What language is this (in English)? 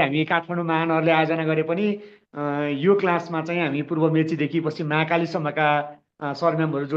Nepali